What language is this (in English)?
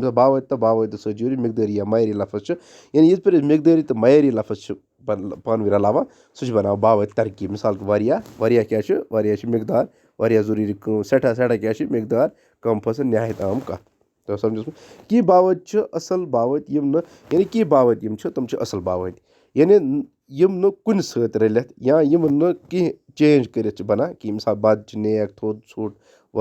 Kashmiri